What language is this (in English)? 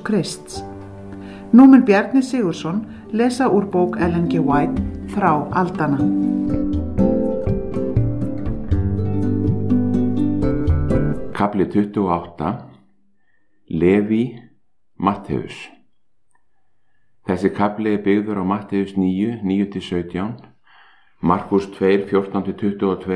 Icelandic